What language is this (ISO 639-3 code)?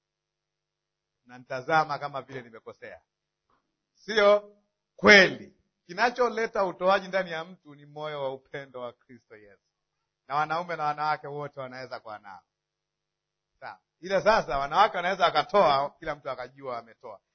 swa